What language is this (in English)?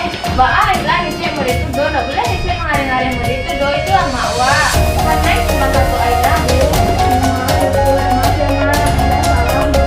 Minangkabau